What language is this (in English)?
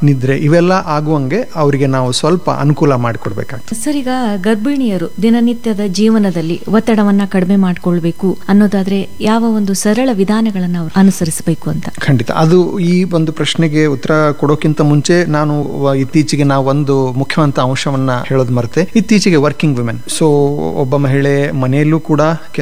Kannada